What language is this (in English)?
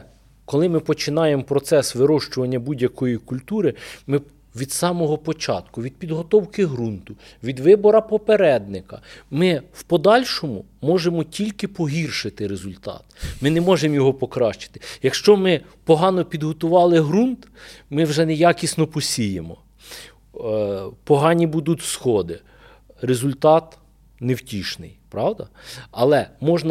Ukrainian